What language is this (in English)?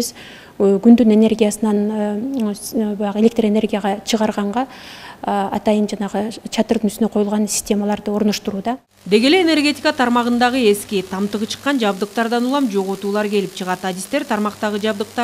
Kyrgyz